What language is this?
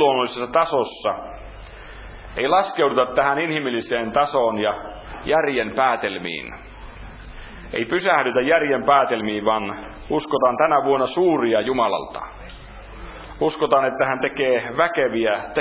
Finnish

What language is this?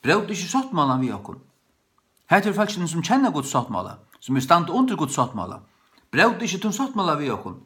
Faroese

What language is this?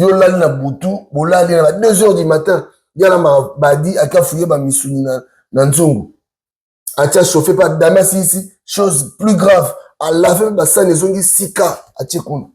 Lingala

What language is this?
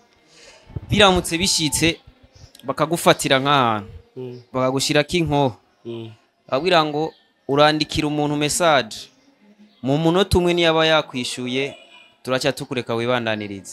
Rundi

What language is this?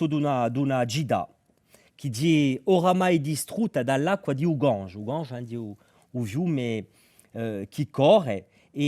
Corsican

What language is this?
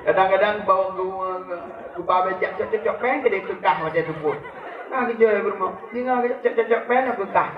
Achinese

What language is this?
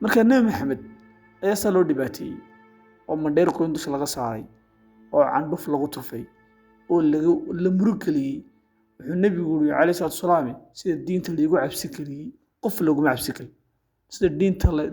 Somali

